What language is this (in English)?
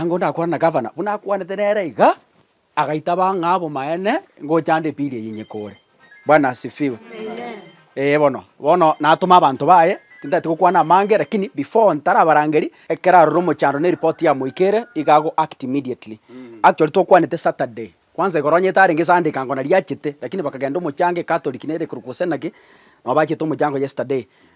Gusii